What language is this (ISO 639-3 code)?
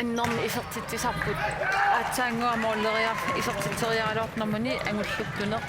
kal